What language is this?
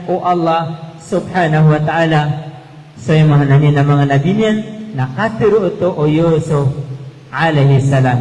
Maranao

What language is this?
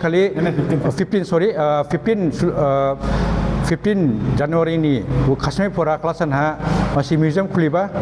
Dimasa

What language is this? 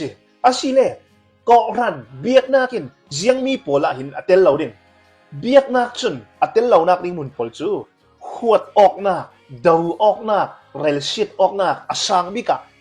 Hakha Chin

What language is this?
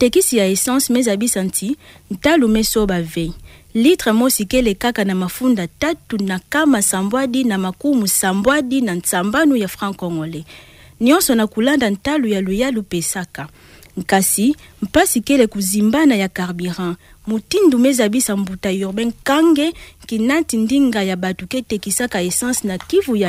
Kituba (Democratic Republic of Congo)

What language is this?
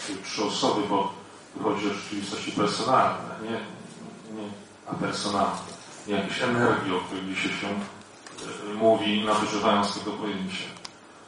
Polish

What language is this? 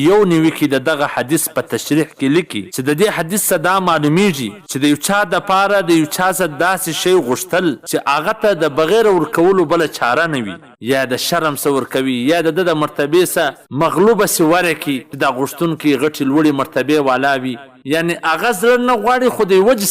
Pashto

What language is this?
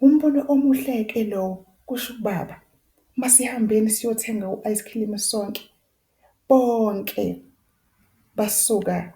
Zulu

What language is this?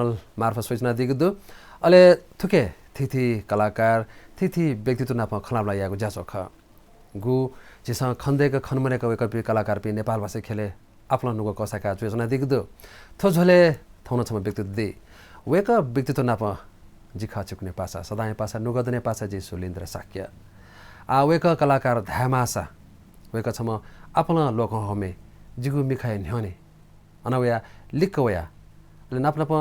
Newari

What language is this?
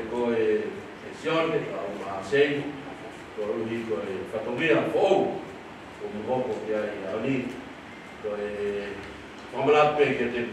Tongan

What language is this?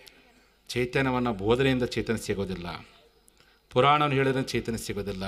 Kannada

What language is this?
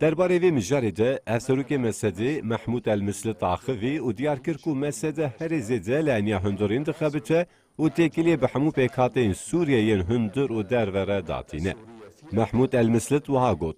Kurdish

